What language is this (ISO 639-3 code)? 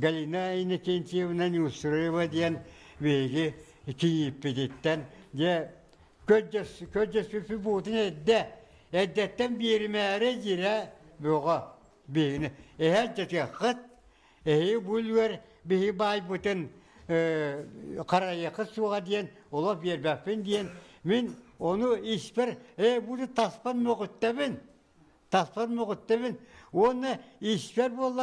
sah